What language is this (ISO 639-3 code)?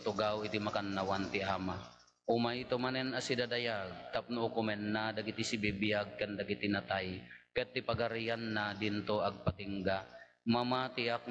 ilo